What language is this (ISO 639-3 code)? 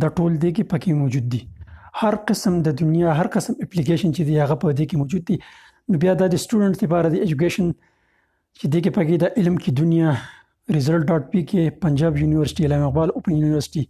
pus